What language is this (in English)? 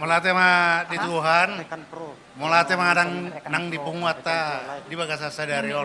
Batak Toba